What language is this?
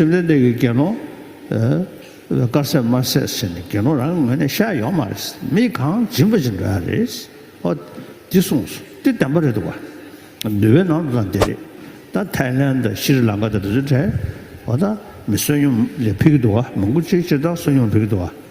Tibetan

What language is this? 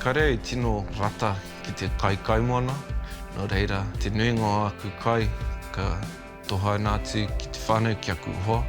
Māori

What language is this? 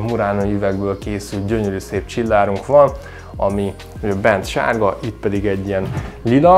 Hungarian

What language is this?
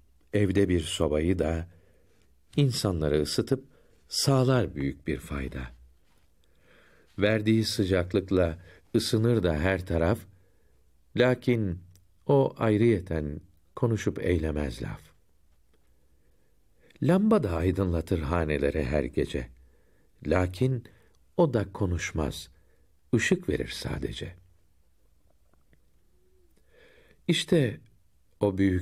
Turkish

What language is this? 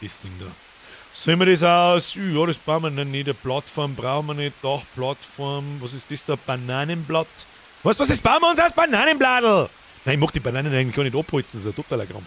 Bavarian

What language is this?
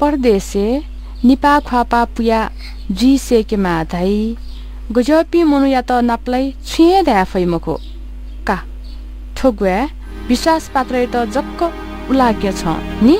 Newari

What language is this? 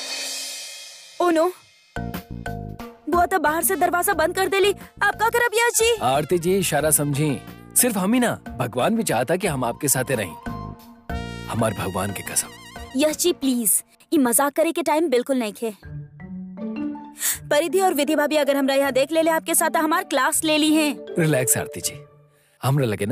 Bhojpuri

